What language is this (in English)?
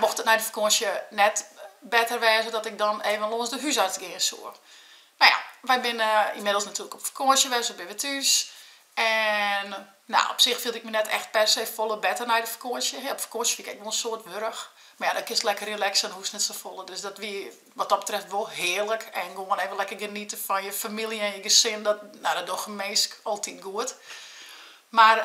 Western Frisian